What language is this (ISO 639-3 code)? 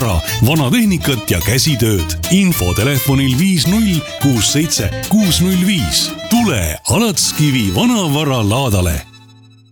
est